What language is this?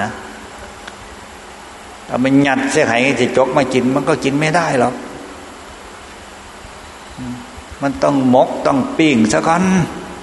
Thai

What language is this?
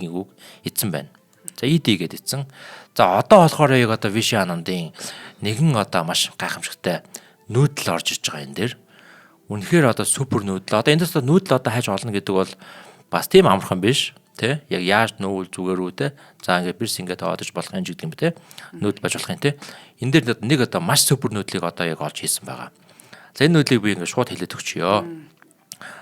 Mongolian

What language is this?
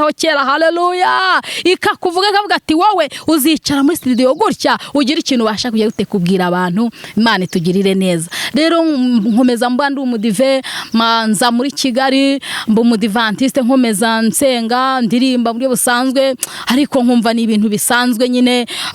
Kinyarwanda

